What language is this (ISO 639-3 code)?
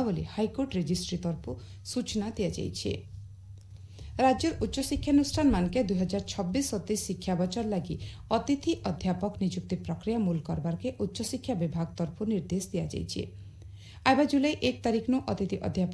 ori